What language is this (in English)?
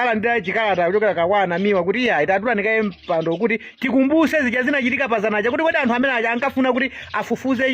Nyanja